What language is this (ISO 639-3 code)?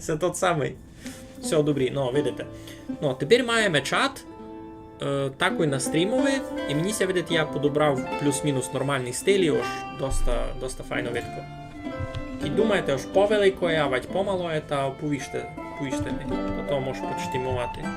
rue